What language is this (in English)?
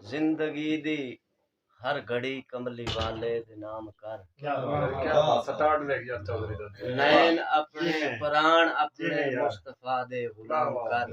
Saraiki